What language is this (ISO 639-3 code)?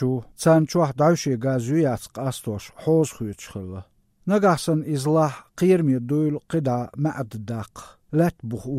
che